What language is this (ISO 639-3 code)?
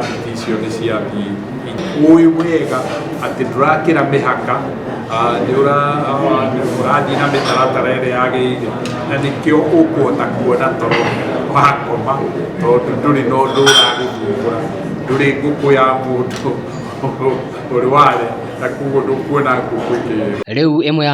kik